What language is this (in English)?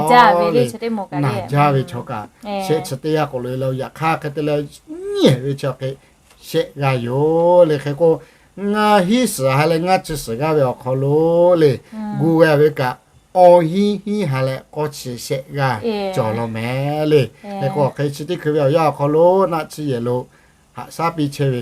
Lahu